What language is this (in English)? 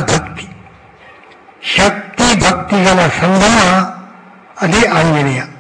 Kannada